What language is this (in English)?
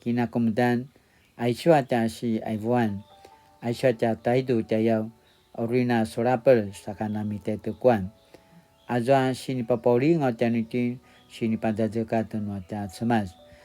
Paiwan